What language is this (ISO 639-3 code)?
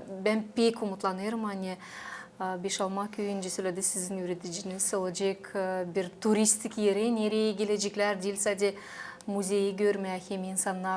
gag